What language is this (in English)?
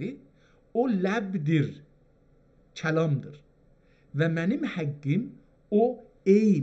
South Azerbaijani